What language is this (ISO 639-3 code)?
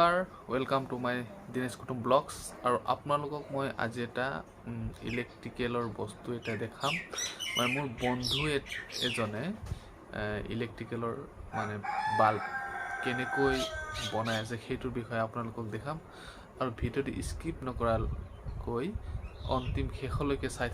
asm